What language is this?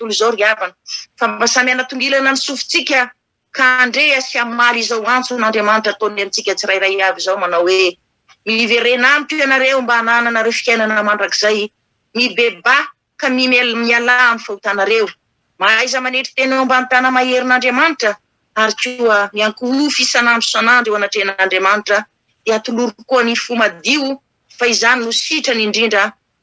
Malagasy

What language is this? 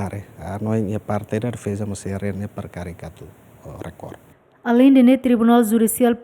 Tetum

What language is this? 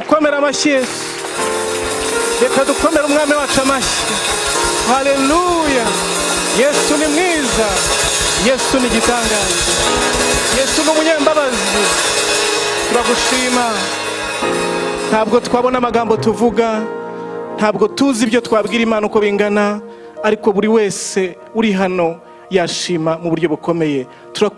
Kinyarwanda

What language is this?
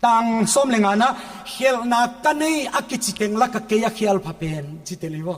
Paite Chin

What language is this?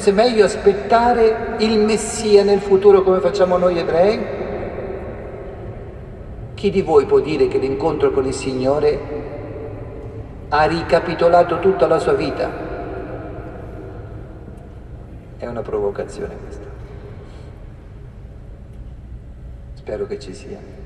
Italian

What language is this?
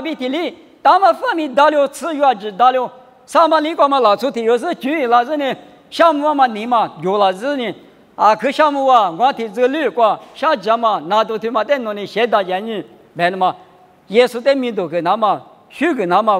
Lisu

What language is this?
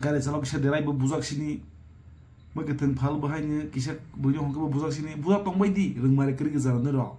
Kok Borok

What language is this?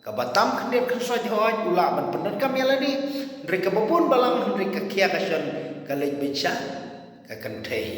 Khasi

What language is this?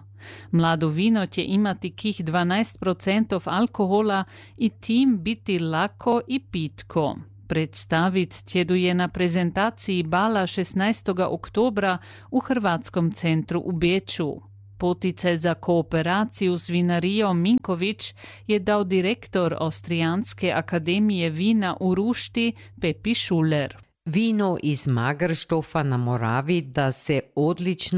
Croatian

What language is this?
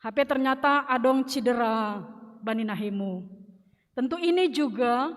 Batak Simalungun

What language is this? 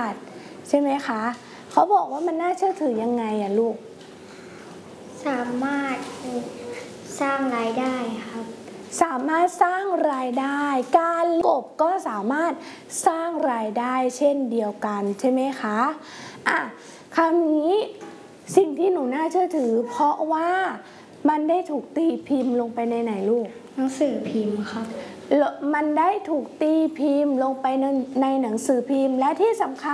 Thai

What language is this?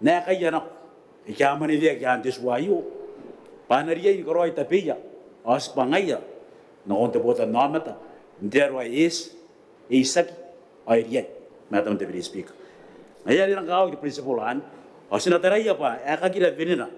Gilbertese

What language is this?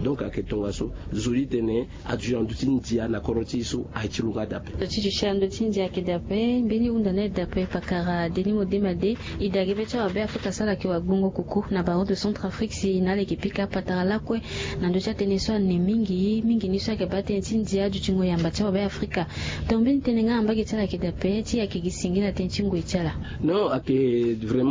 Sango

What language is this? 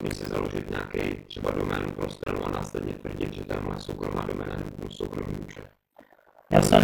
Czech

